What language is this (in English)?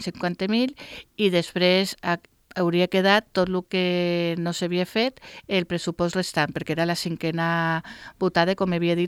Catalan